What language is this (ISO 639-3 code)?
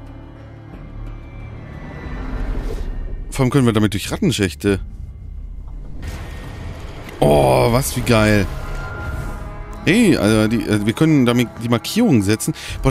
deu